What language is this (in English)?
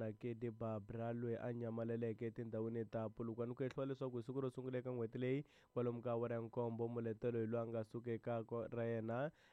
Tsonga